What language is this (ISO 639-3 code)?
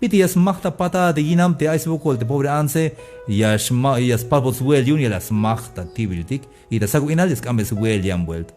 tzh